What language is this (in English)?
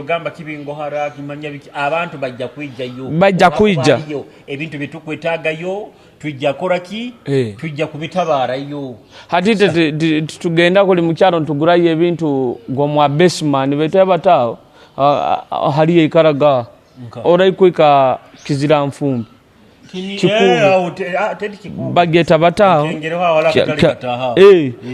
Nyoro